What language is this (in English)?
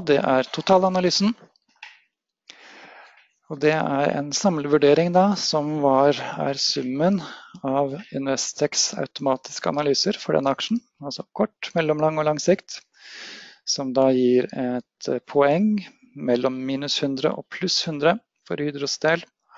Norwegian